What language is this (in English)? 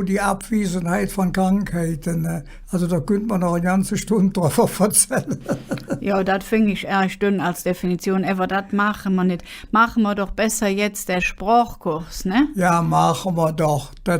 Colognian